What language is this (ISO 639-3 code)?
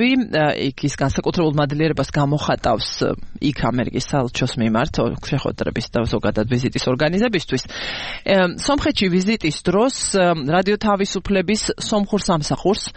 kat